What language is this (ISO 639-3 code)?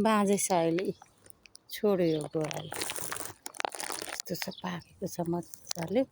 nep